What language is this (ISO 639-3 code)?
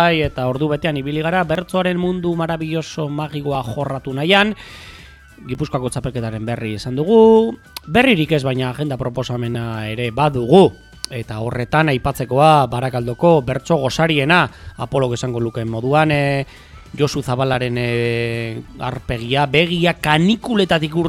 eus